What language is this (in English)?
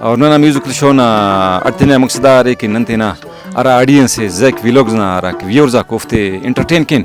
Brahui